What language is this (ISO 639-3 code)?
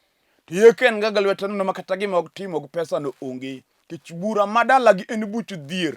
luo